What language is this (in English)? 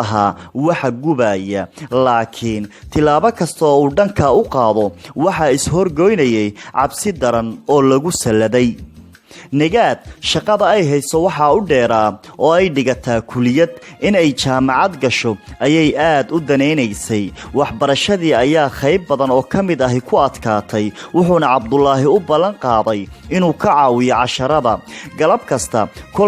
Somali